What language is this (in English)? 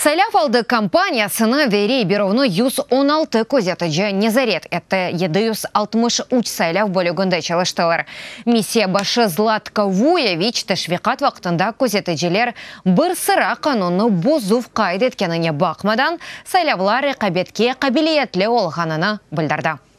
Crimean Tatar